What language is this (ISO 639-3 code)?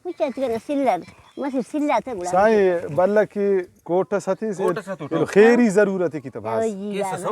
brh